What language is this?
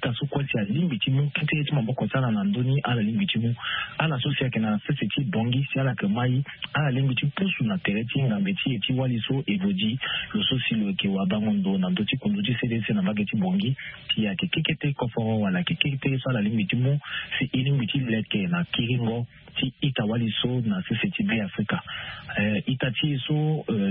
Sango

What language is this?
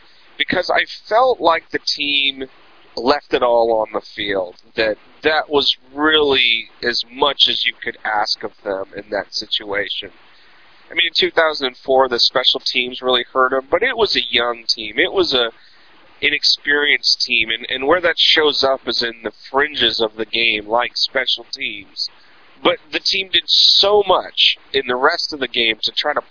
English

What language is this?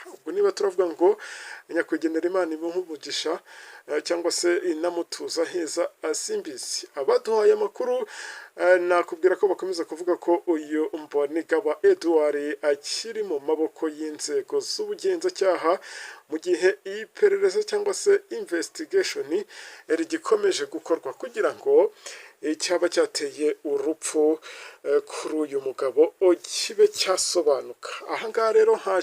Kinyarwanda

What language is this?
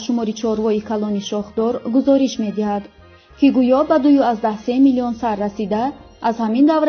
Tajik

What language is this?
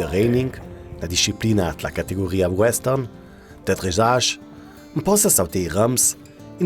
Ladin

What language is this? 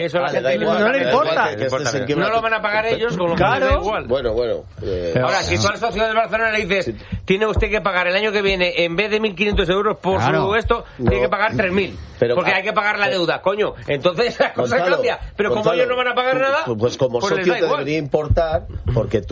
Spanish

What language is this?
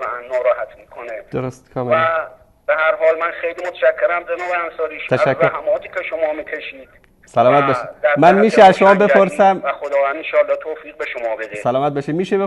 Persian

